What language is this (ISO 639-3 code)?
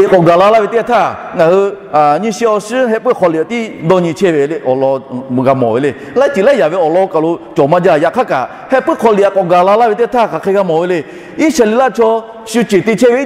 lhu